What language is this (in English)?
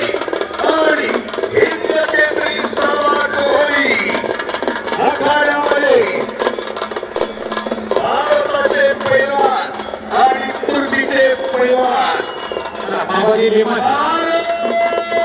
Marathi